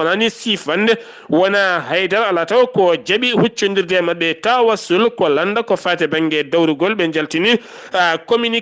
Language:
Fula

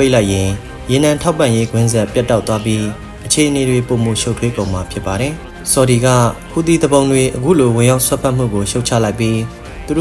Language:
Burmese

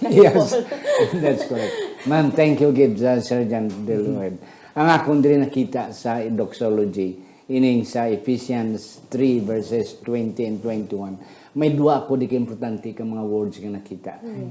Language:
Hiligaynon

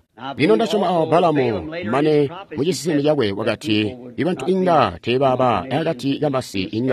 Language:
Tonga (Zambia)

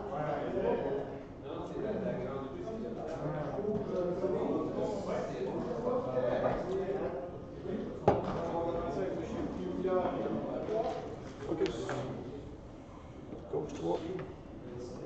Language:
French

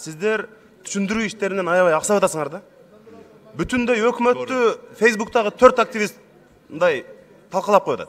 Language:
Kyrgyz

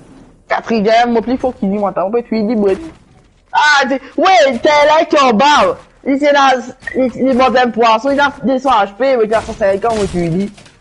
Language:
Morisyen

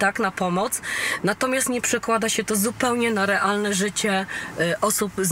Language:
Polish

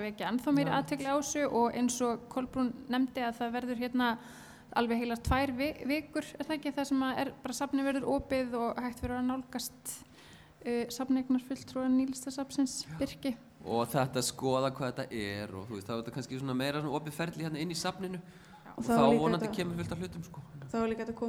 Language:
Icelandic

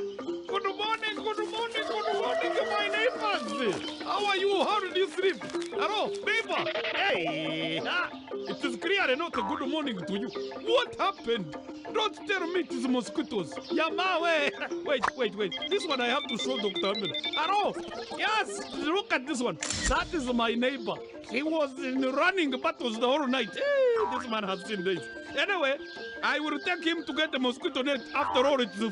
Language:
Nyankole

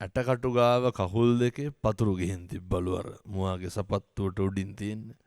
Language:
Sinhala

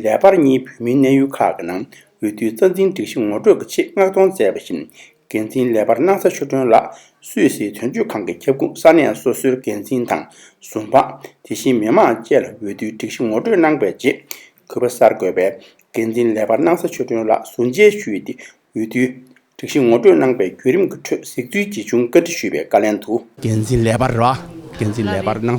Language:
Tibetan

